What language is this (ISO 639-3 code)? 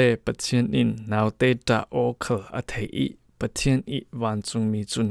cfm